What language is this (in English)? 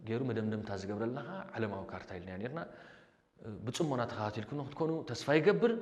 Tigrinya